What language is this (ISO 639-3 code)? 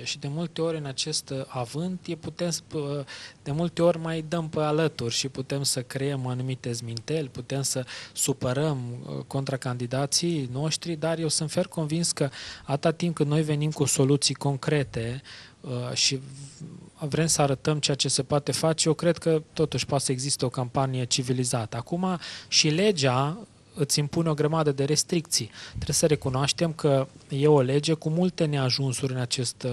ron